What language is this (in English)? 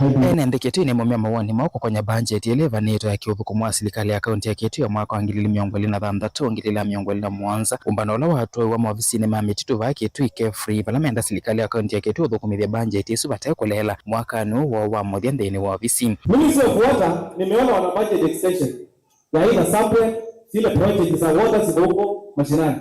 Kamba